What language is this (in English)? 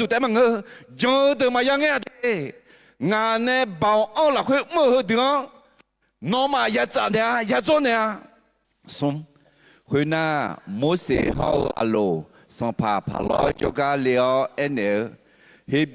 Akha